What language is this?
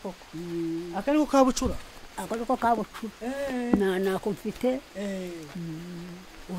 Kinyarwanda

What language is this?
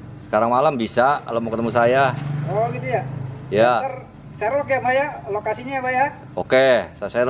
Betawi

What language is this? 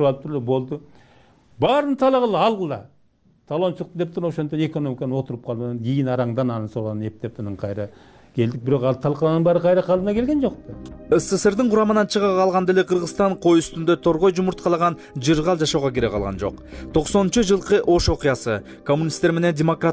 Kyrgyz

